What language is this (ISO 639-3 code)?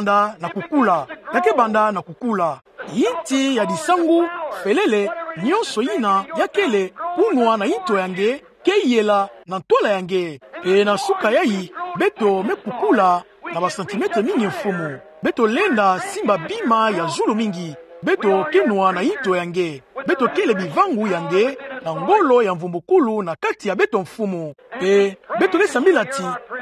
ktu